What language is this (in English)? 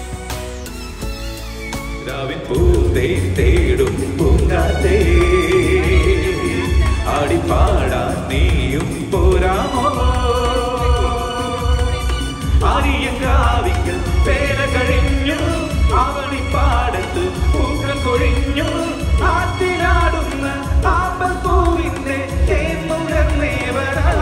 Malayalam